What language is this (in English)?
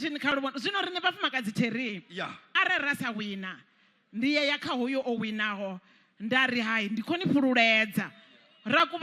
Venda